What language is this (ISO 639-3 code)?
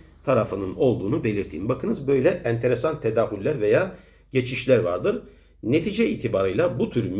tur